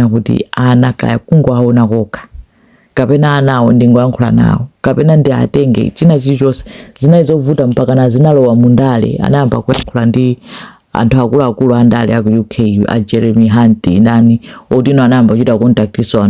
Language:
Nyanja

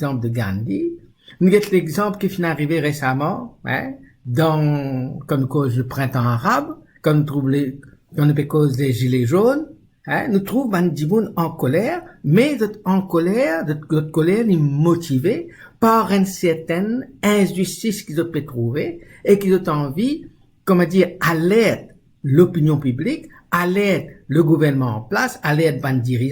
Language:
Morisyen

